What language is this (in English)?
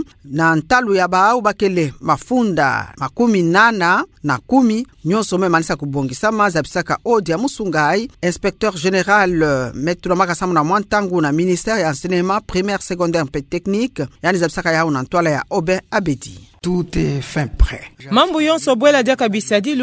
Kituba (Democratic Republic of Congo)